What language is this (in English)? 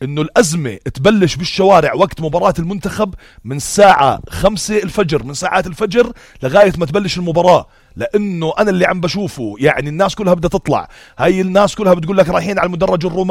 North Levantine Arabic